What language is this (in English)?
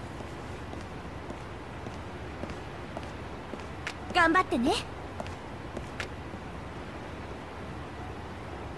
Japanese